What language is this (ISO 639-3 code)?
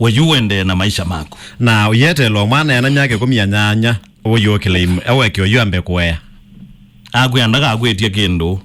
kam